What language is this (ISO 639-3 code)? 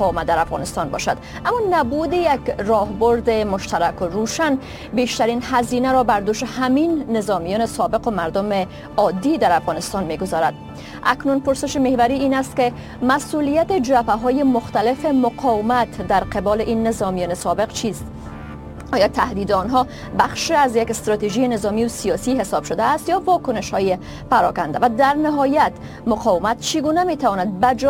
fas